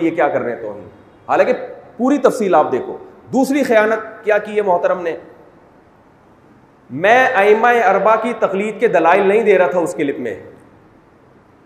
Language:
Urdu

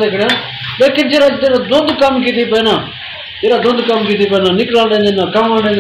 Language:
Saraiki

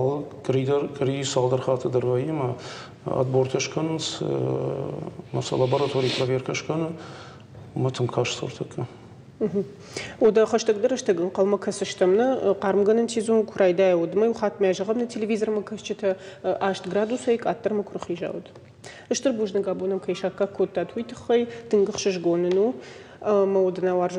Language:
Ossetic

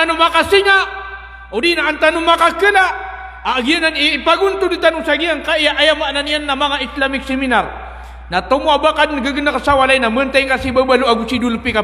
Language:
Maranao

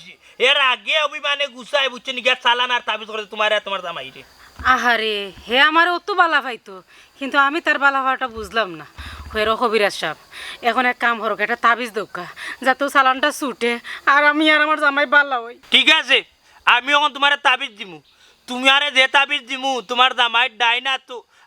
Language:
Sylheti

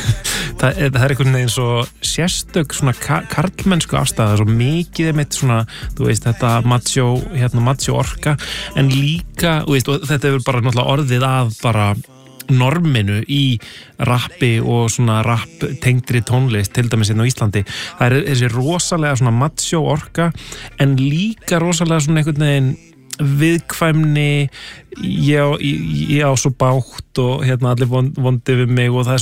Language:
Icelandic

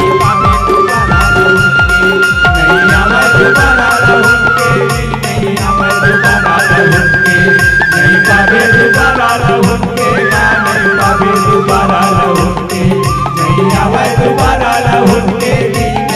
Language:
Chhattisgarhi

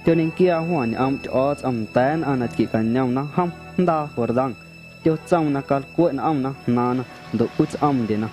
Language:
Guerrero Amuzgo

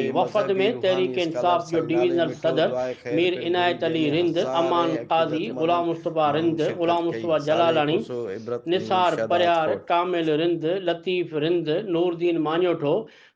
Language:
Sindhi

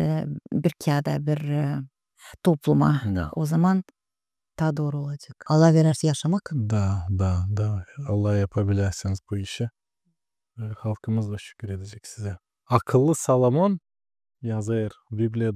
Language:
Gagauz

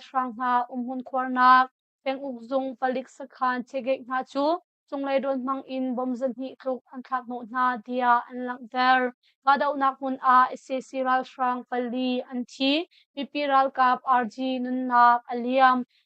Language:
Hakha Chin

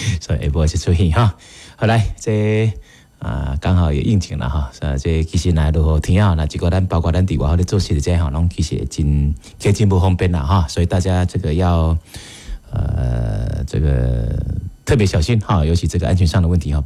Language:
Min Nan Chinese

